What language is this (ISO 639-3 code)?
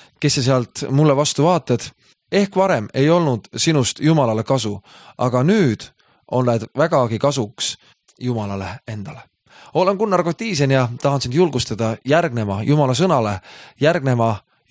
est